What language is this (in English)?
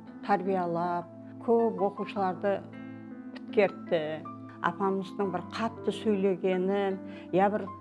Kara-Kalpak